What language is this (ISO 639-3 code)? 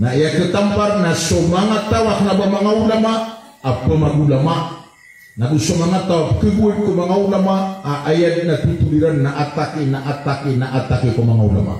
mrw